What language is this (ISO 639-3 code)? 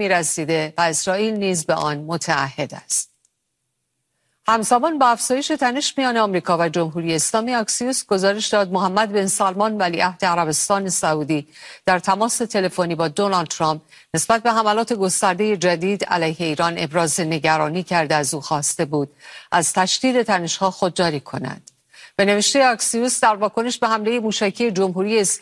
fas